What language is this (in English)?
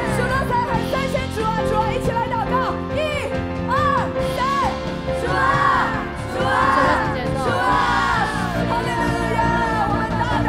Chinese